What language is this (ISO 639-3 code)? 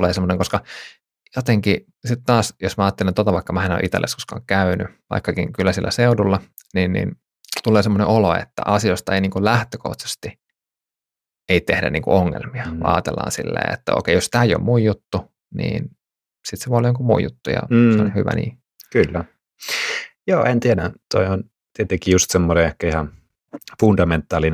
fin